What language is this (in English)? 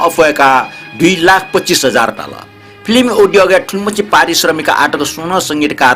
Newari